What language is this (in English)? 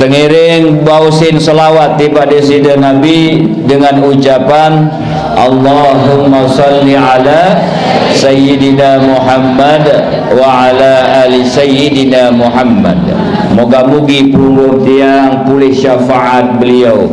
Sasak